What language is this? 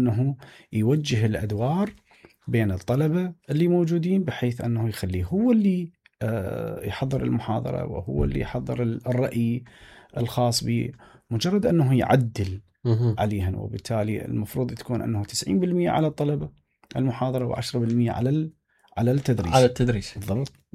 Mesopotamian Arabic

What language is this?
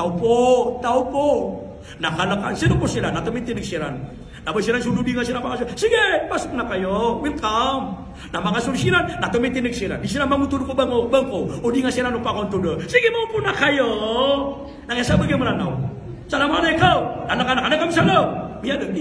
Maranao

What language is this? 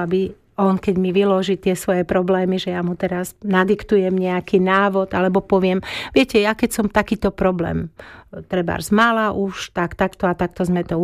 Slovak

